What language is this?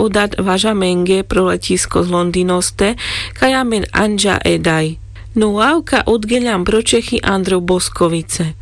Carpathian Romani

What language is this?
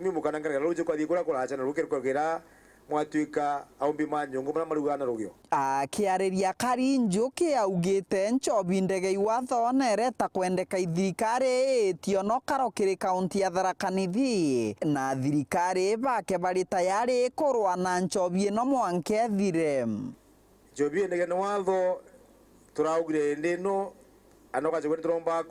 Meru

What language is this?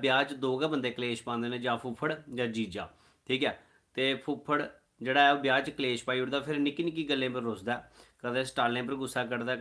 Dogri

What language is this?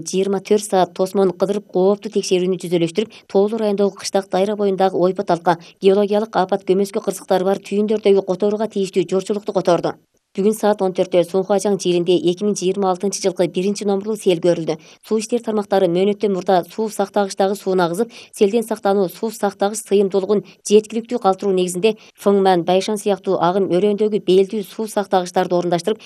Kyrgyz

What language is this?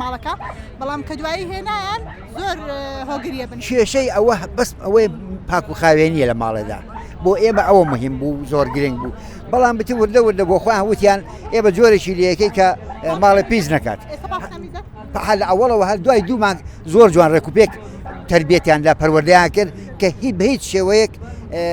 Central Kurdish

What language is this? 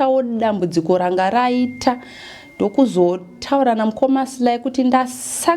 Shona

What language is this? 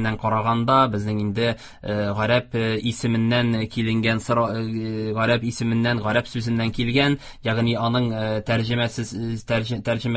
Tatar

